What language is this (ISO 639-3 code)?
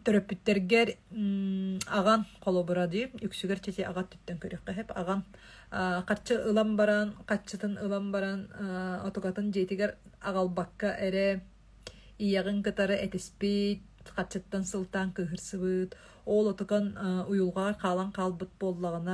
sah